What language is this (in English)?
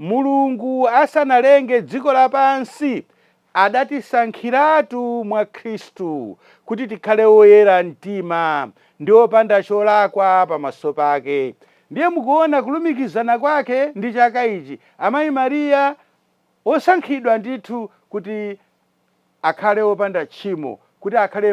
Nyanja